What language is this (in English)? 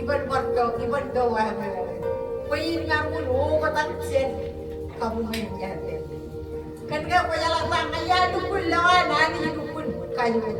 Marshallese